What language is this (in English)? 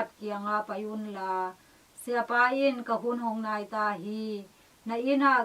Tedim Chin